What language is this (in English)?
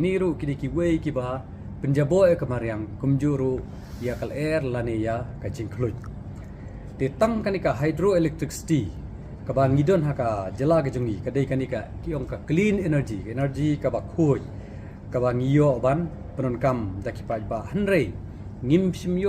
Khasi